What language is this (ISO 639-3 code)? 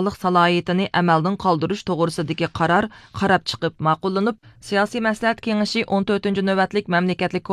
uig